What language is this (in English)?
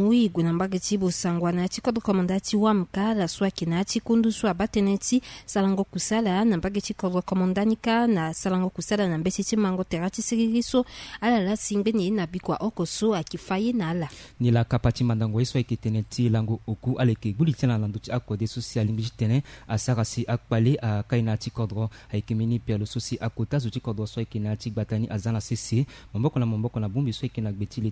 Sango